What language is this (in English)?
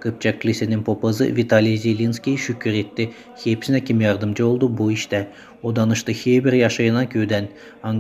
Gagauz